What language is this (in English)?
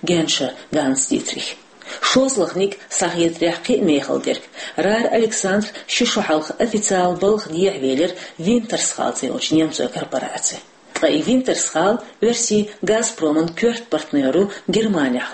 Chechen